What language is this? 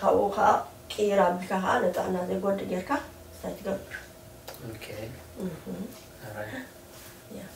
Tigrinya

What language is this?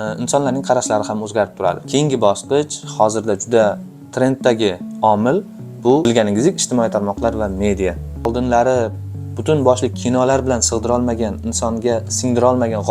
Uzbek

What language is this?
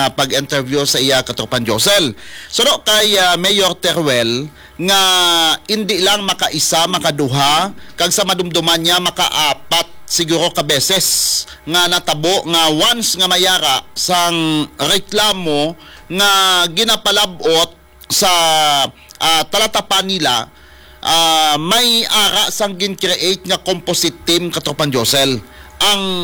Hiligaynon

